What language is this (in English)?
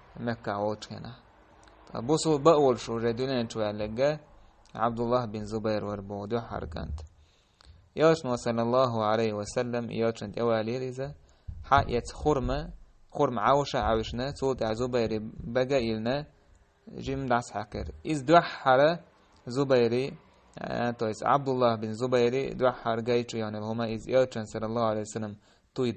Chechen